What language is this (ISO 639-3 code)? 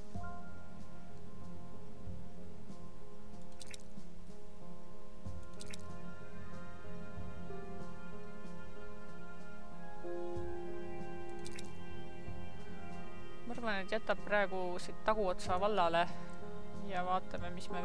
est